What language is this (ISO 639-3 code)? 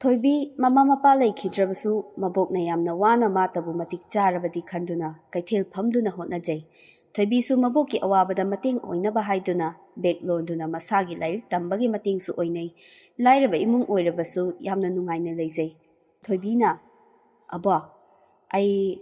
mni